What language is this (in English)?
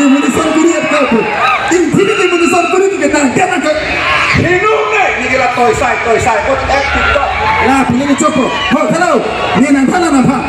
Karbi